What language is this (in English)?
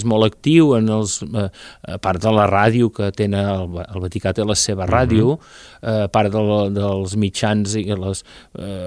Catalan